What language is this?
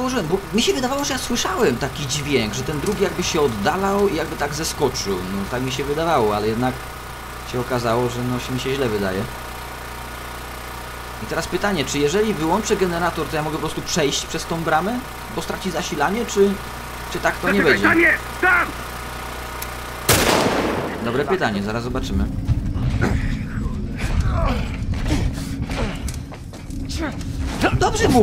Polish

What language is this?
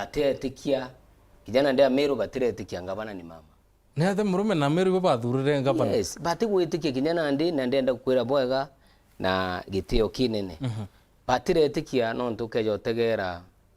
Meru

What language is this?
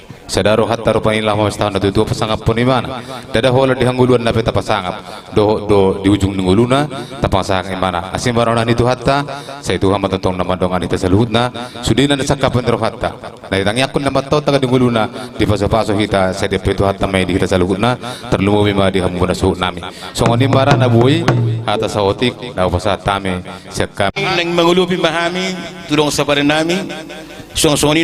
Batak Toba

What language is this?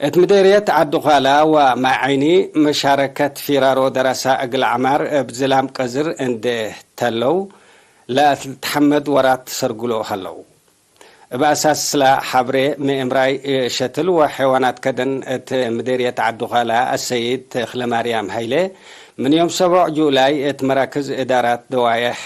Tigre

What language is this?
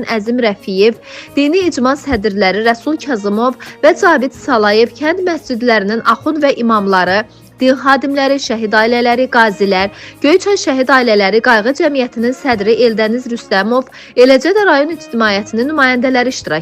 Azerbaijani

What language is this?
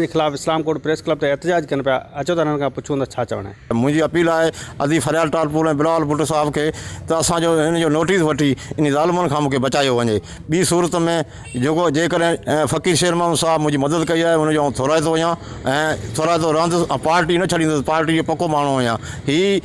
Sindhi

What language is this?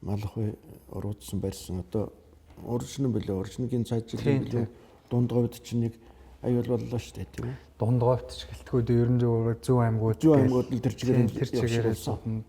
Mongolian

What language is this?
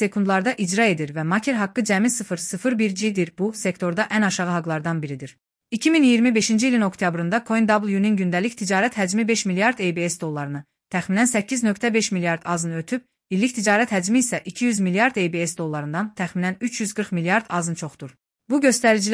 Azerbaijani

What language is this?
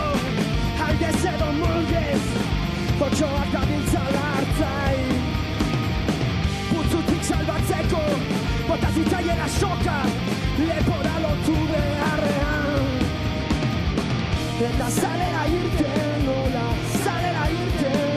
Basque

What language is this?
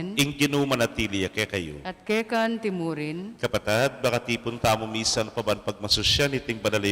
Pampanga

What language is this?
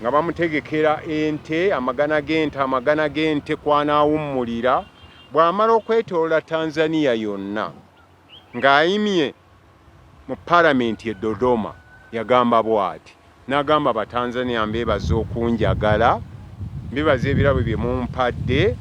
Ganda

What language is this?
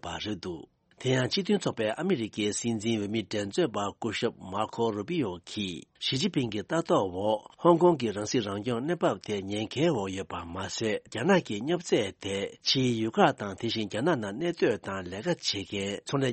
Tibetan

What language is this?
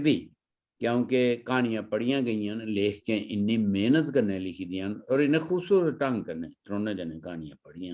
Dogri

